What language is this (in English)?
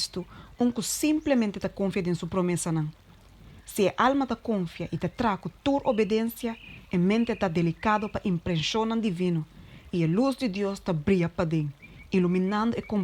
Papiamento